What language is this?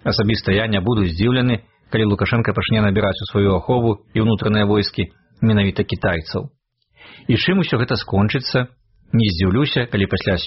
Belarusian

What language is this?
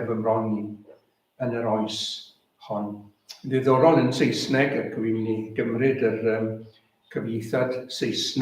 Welsh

